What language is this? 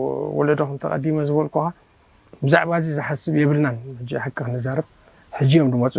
Tigrinya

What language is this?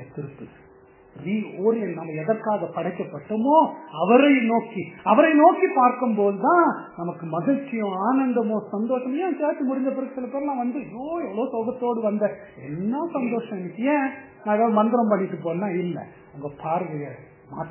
Tamil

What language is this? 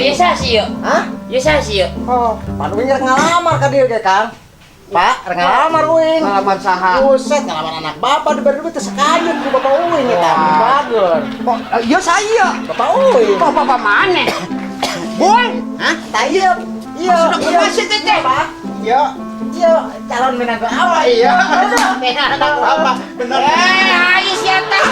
Sundanese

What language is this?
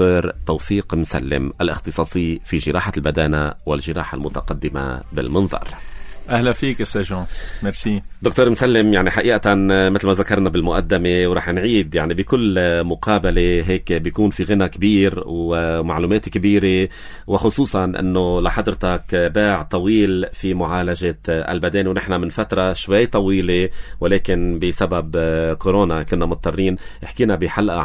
North Levantine Arabic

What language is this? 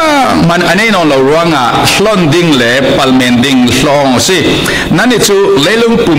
Falam Chin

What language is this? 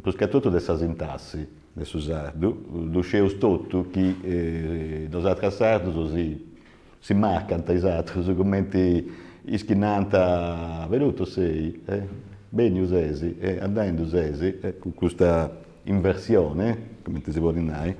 Sardinian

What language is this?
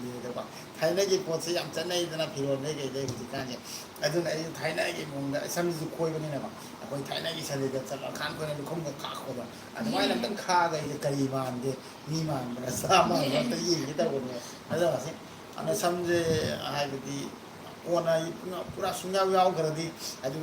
Manipuri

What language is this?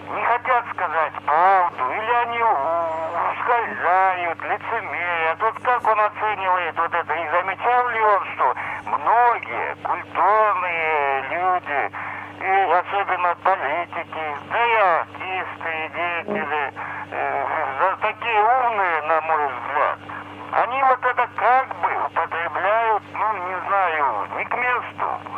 Russian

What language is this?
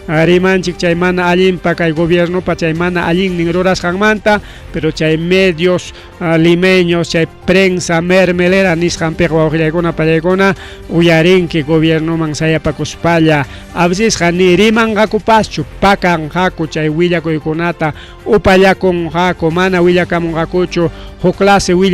Ayacucho Quechua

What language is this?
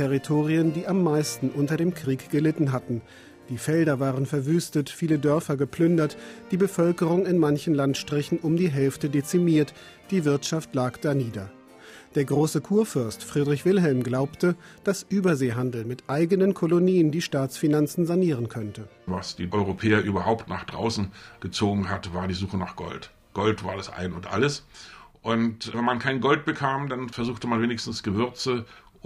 German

